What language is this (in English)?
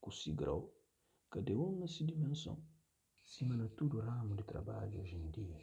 Kabuverdianu